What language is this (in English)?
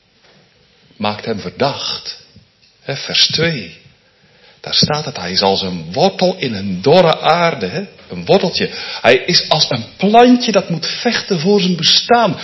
Dutch